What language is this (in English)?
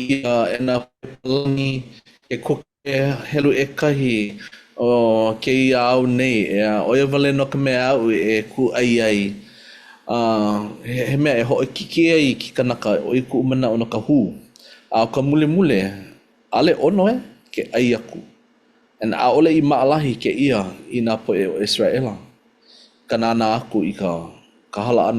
Hawaiian